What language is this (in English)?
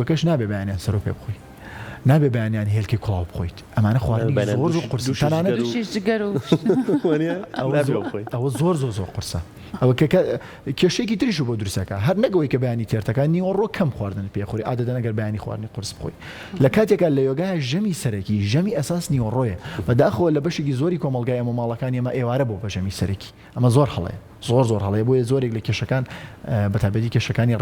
Central Kurdish